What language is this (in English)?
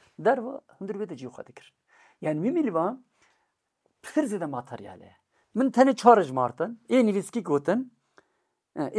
Kurdish